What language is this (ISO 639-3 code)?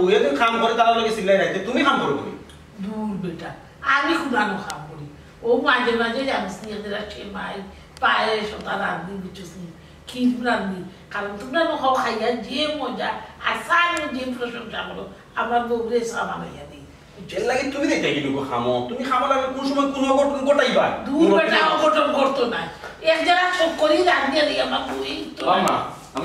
syl